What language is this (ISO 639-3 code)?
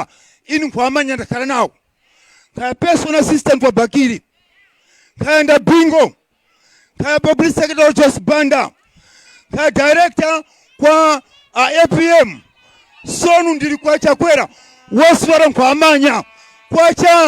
tum